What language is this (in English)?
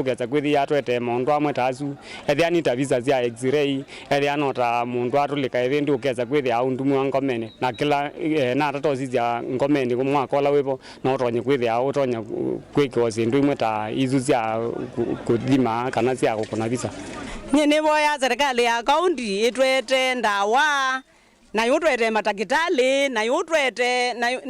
Kamba